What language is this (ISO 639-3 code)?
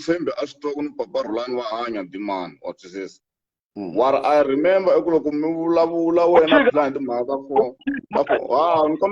tso